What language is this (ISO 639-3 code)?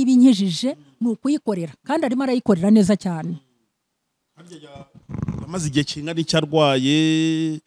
kin